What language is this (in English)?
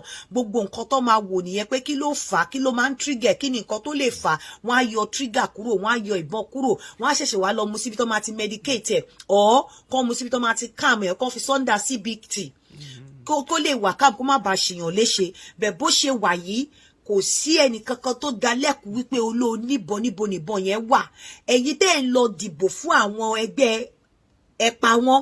Yoruba